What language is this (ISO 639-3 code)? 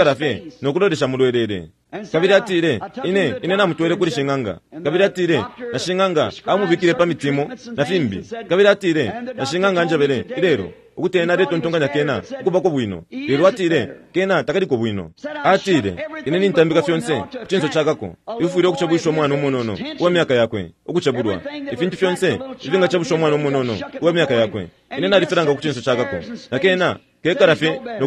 bem